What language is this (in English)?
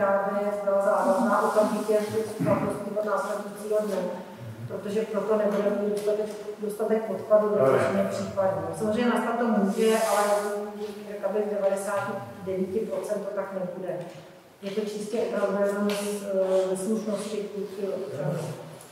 Czech